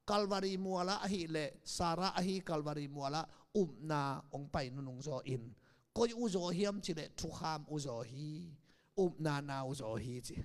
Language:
Tedim Chin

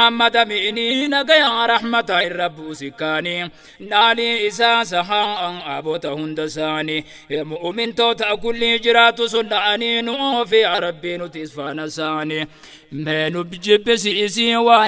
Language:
Oromo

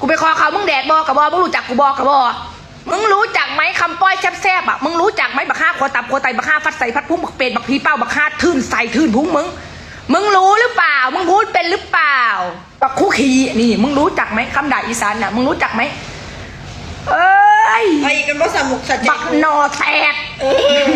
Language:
Northeastern Thai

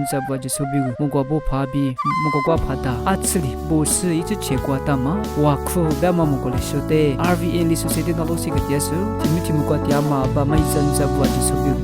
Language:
Lisu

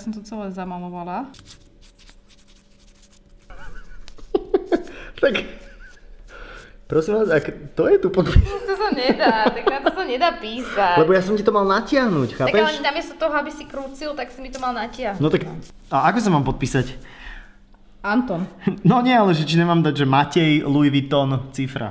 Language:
Slovak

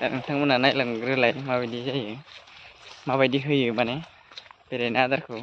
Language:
Bodo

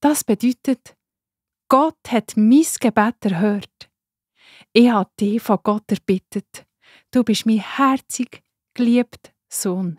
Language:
Swiss German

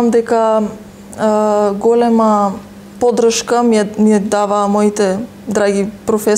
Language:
Macedonian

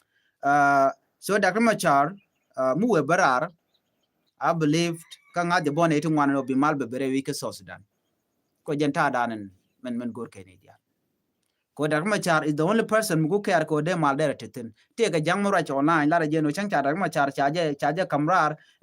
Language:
Nuer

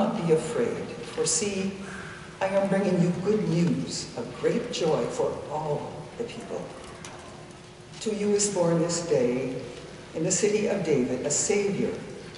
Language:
English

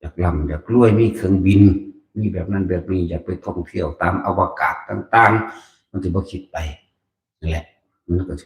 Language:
Northeastern Thai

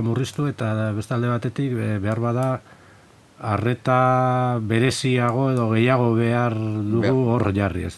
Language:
Basque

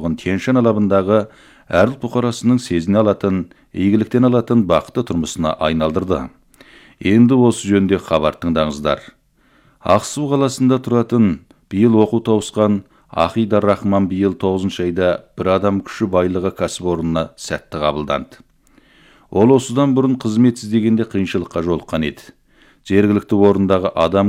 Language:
Kazakh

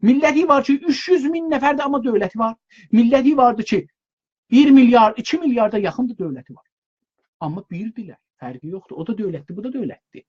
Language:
South Azerbaijani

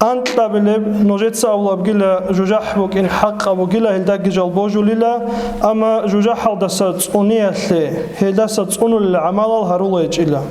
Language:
Avaric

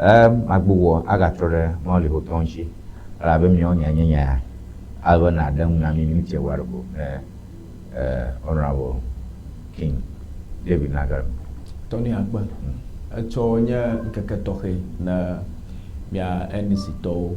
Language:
Ewe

